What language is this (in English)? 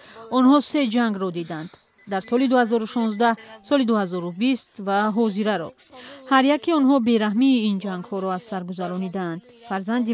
Tajik